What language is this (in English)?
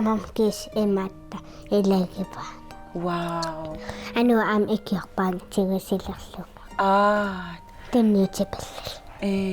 Kalaallisut